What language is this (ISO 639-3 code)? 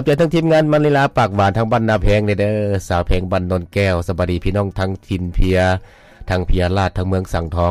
lao